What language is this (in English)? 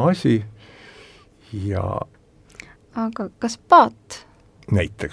Estonian